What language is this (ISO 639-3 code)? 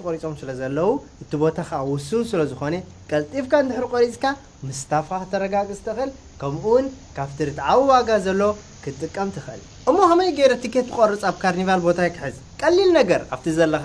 tir